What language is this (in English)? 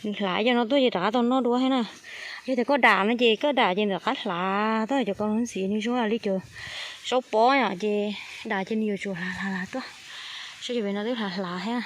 Hmong